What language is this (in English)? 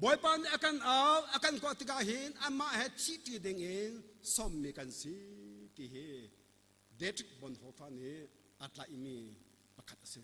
Hakha Chin